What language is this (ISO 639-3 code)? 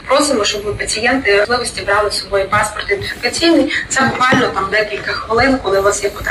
ukr